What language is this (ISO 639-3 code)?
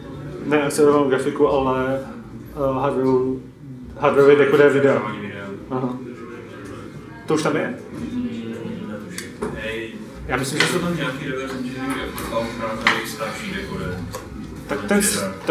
ces